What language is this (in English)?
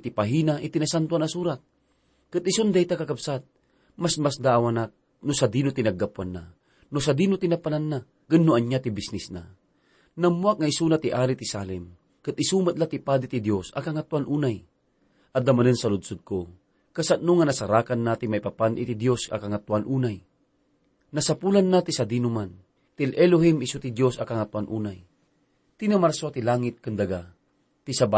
Iloko